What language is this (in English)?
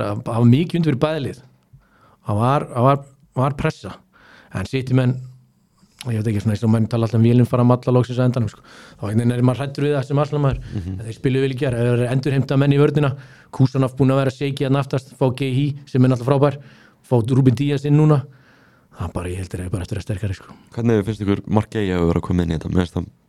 Icelandic